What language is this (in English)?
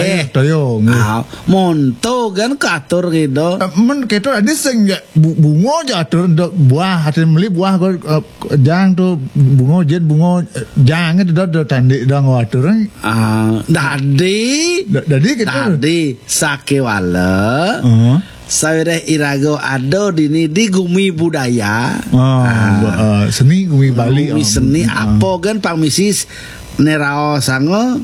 Balinese